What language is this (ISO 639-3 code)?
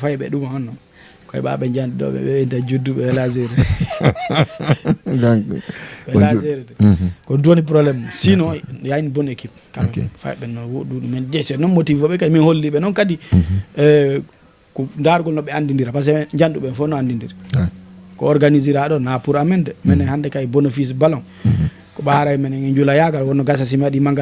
ful